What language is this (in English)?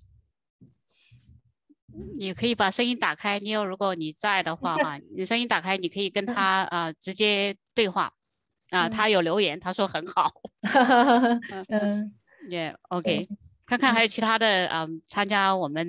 Chinese